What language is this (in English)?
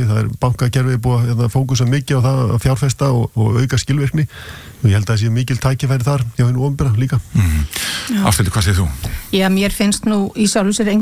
Icelandic